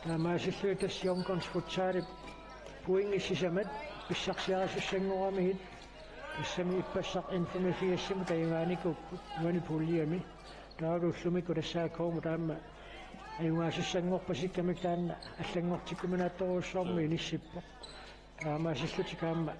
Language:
Kalaallisut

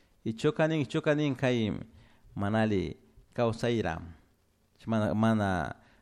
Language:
Chimborazo Highland Quichua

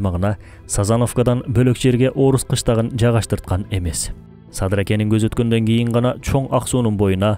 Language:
Kyrgyz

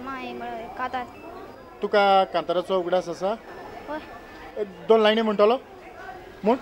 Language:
Konkani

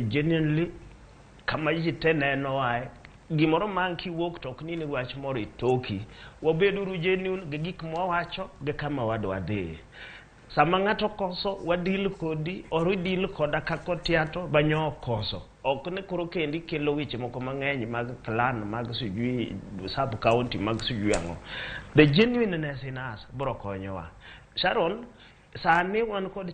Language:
Luo (Kenya and Tanzania)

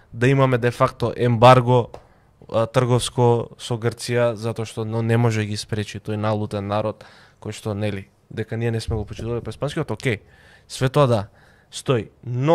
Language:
Macedonian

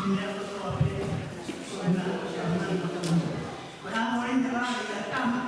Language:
Tongan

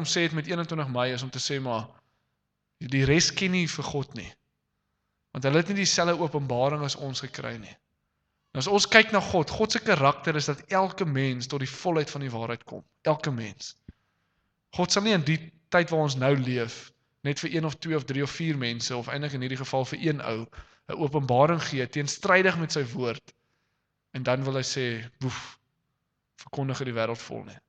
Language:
Afrikaans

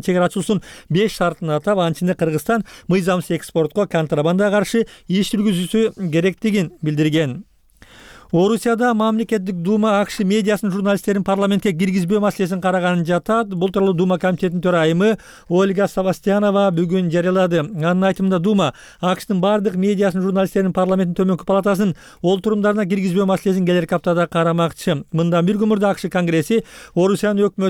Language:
Kyrgyz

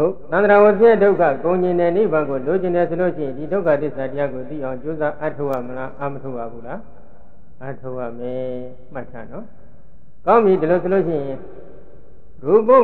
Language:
Burmese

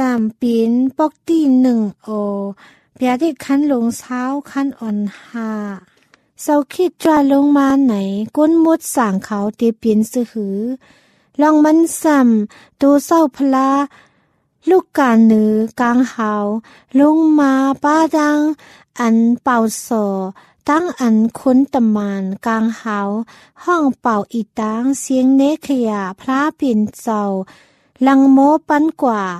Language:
Thai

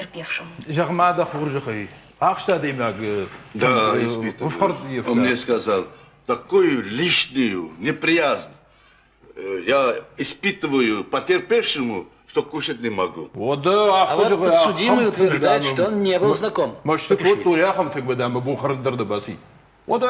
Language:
Ossetic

